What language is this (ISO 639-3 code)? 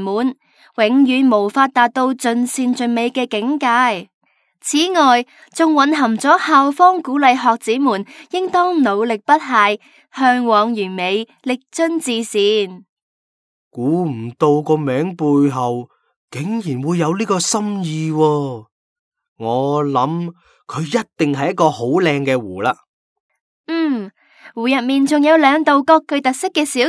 yue